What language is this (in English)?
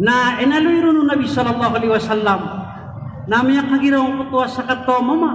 Maranao